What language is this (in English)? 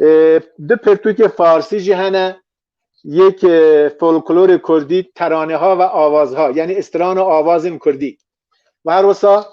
Kurdish